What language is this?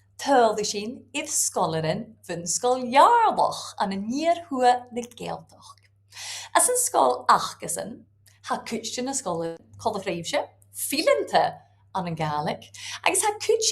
Scottish Gaelic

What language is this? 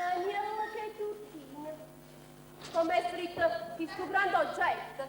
Neapolitan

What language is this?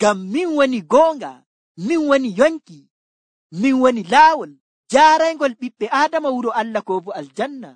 Nigerian Fulfulde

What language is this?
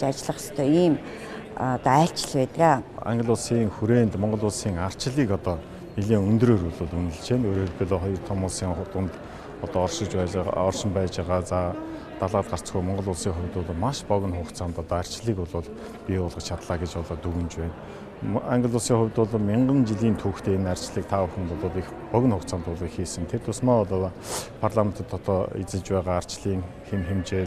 Mongolian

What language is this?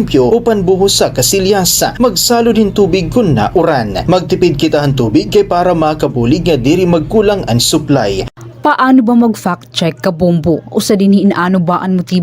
Waray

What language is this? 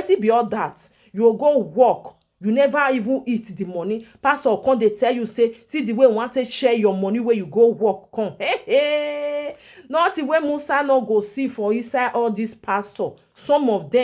Nigerian Pidgin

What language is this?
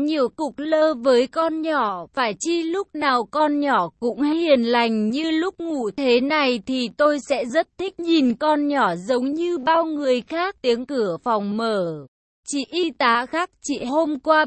Vietnamese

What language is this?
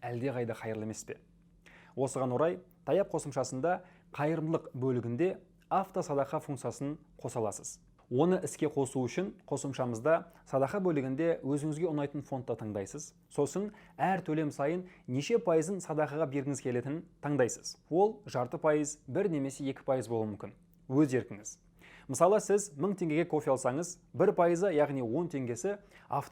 Kazakh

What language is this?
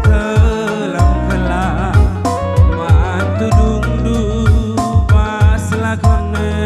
Batak Karo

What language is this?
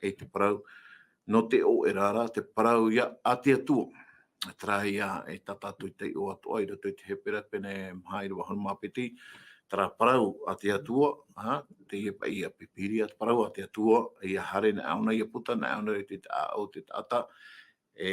Tahitian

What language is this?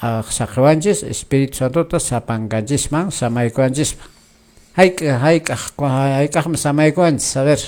Quechua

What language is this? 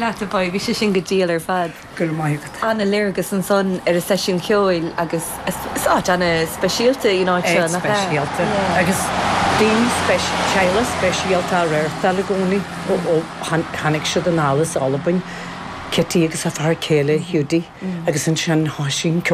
Irish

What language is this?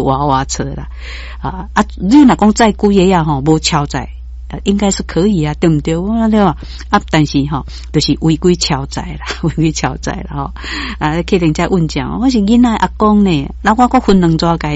Min Nan Chinese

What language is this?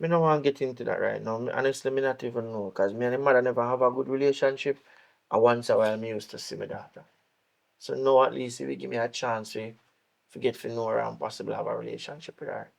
Jamaican Creole English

